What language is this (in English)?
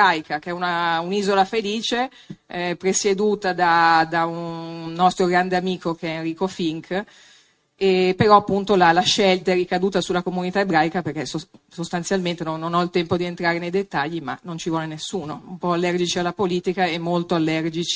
Italian